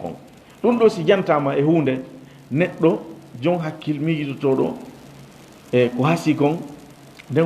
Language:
Fula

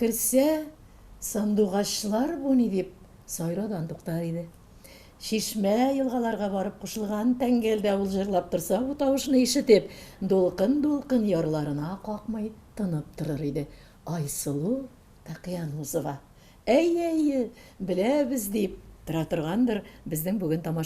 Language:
Tatar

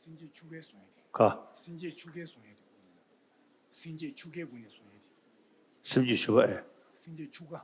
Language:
Tibetan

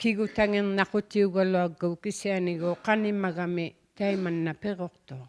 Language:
Inuktitut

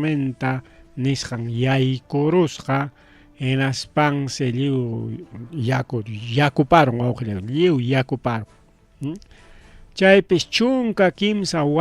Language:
Ayacucho Quechua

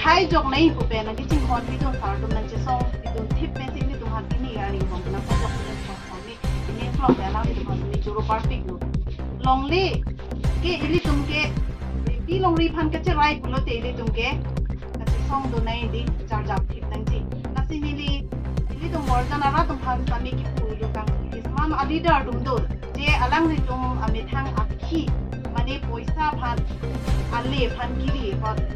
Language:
Karbi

